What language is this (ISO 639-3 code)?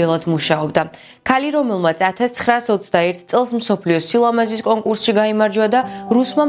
kat